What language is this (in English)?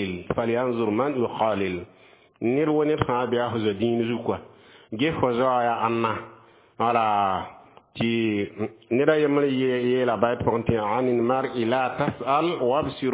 Mossi